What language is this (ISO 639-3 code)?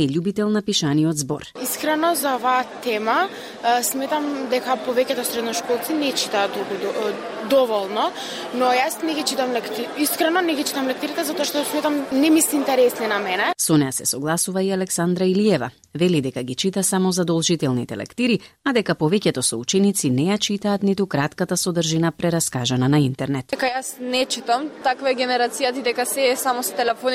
mkd